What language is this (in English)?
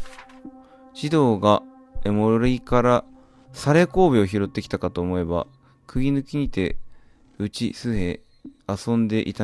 Japanese